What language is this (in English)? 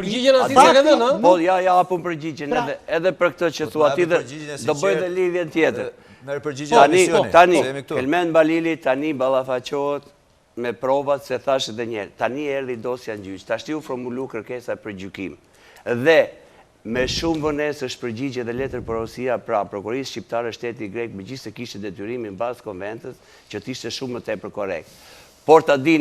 Albanian